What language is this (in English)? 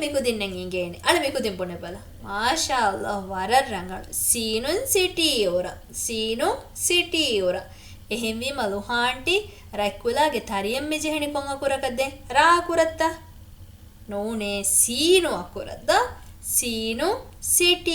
Divehi